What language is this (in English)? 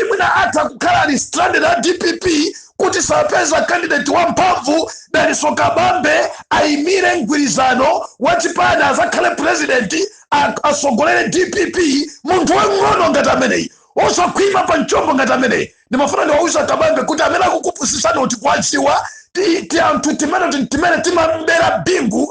Nyanja